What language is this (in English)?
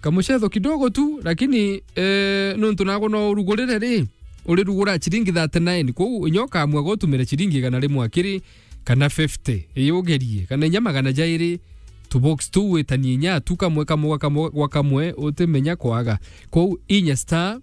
Meru